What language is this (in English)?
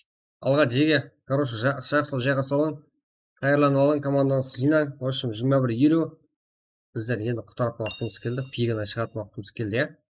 Kara-Kalpak